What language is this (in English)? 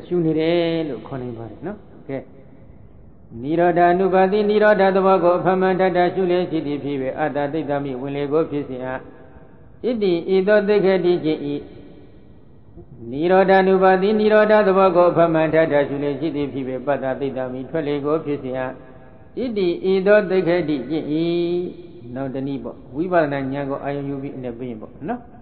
Burmese